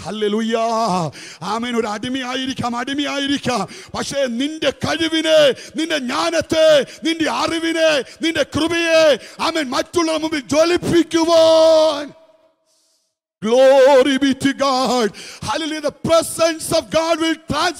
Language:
Malayalam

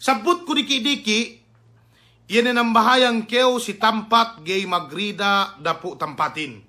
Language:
Yakan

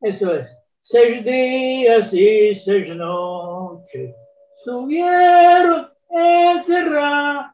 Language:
Ladino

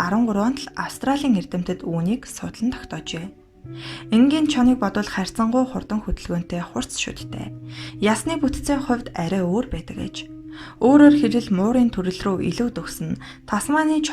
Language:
Mongolian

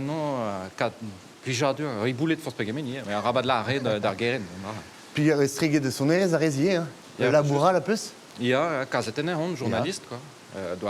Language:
Breton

